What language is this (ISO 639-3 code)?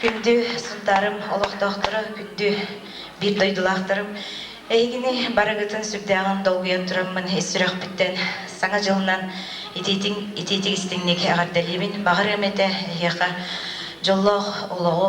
sah